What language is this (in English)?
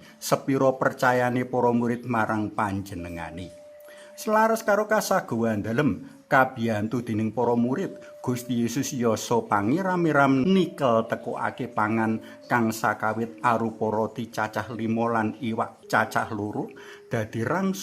Javanese